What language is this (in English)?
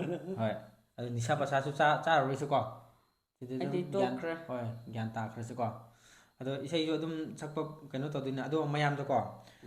Manipuri